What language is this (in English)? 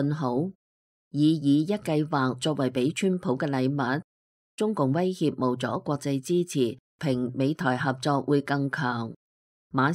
Cantonese